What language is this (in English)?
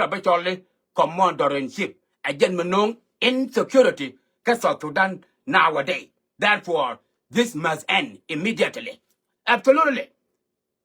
Nuer